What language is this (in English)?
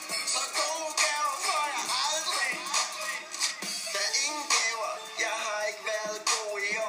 Danish